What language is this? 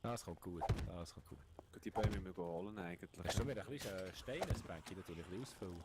Swiss German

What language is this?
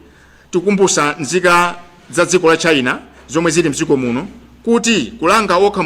Nyanja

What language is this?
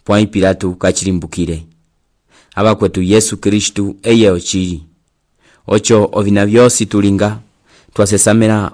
Umbundu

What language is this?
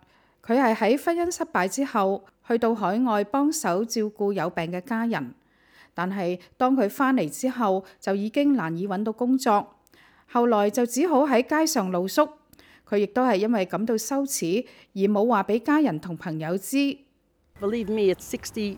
Cantonese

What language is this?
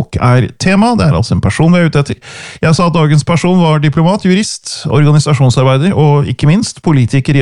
Norwegian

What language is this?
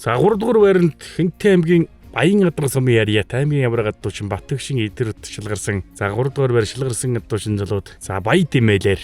Mongolian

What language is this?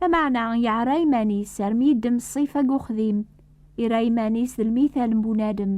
Kabyle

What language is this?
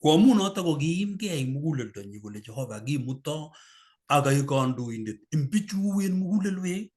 Kalenjin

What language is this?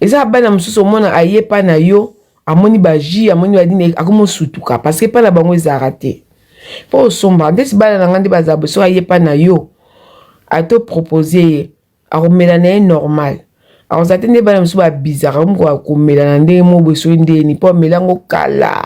Lingala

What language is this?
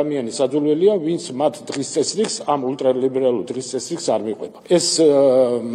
Georgian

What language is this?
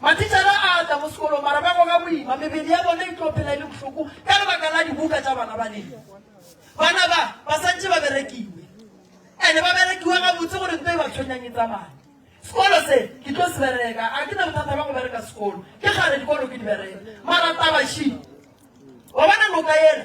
Northern Sotho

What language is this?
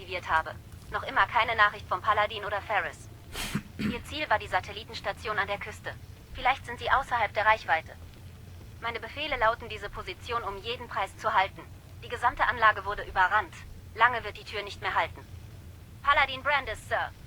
Bavarian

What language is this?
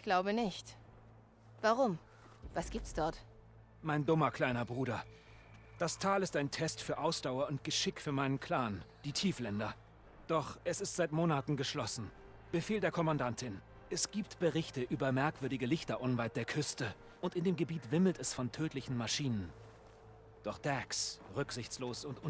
Bavarian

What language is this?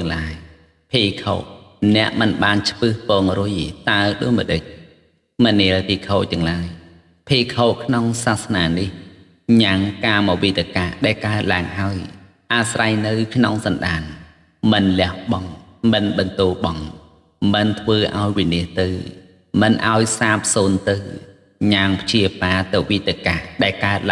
Khmer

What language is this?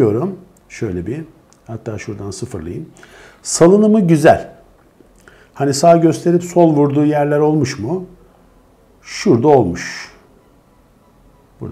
Turkish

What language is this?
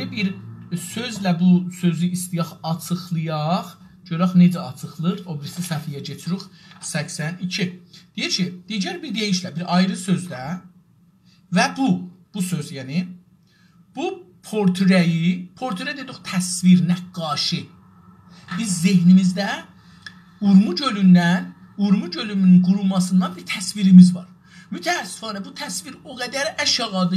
South Azerbaijani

